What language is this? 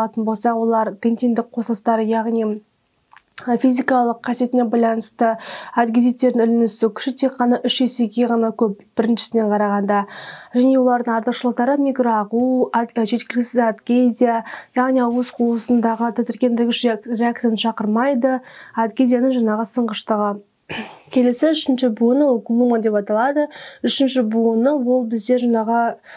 Kazakh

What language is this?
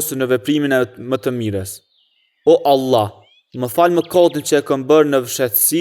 Albanian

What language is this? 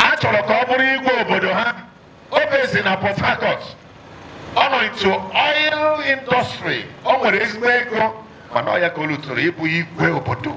Igbo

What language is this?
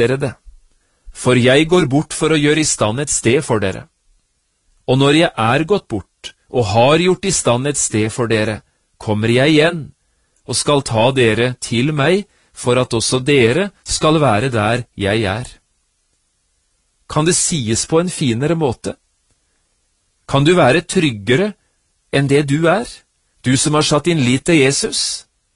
Norwegian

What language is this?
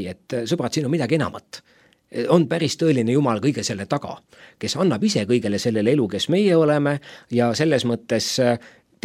Estonian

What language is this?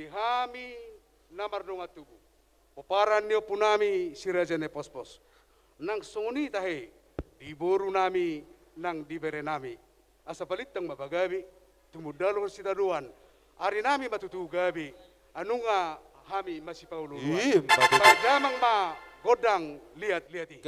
Batak Toba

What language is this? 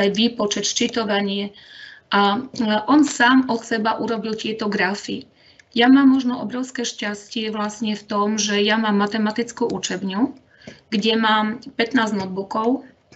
Slovak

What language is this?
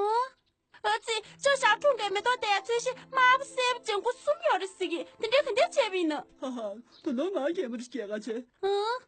Tibetan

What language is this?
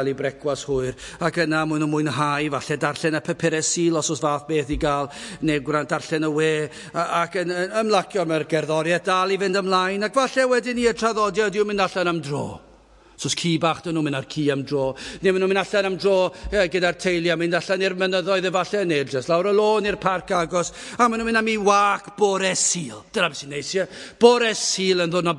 Welsh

